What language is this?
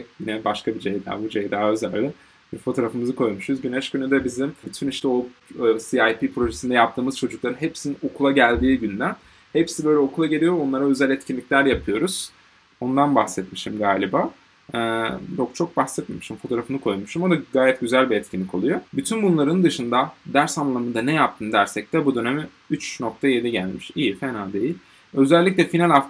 Turkish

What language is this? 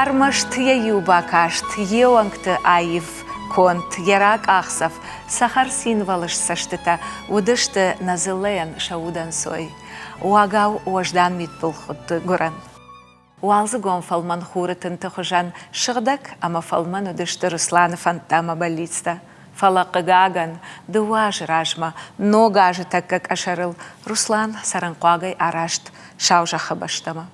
Ossetic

